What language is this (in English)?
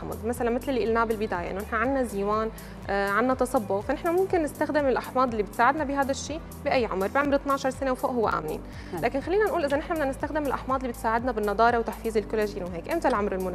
North Levantine Arabic